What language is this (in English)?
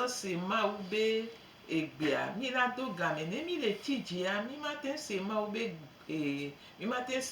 Gen